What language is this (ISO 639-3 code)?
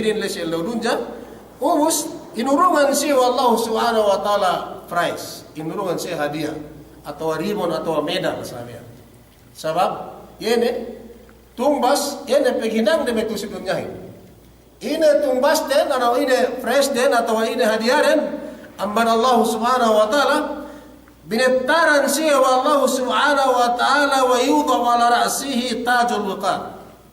yka